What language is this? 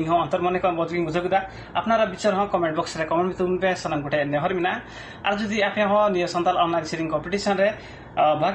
Santali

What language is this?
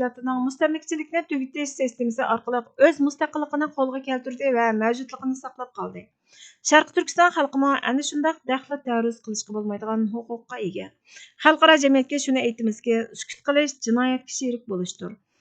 Uyghur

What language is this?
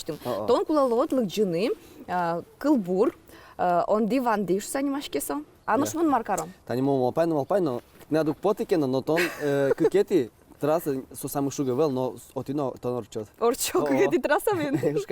Udmurt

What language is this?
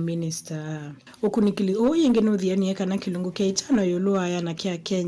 Kamba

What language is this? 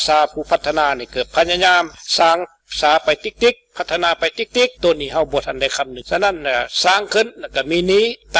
Lao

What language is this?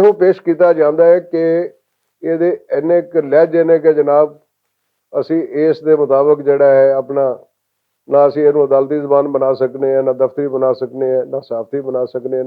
Western Panjabi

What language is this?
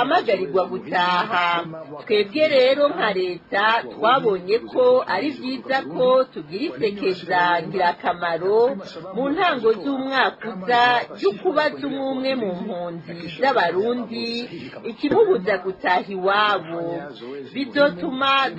Rundi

